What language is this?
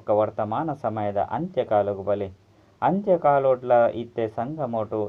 Tulu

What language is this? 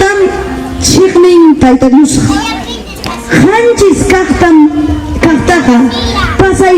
Ayacucho Quechua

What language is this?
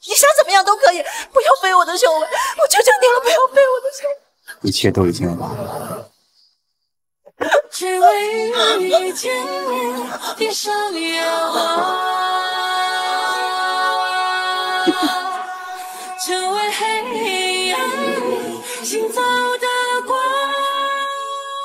Chinese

